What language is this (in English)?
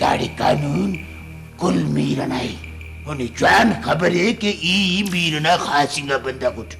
Brahui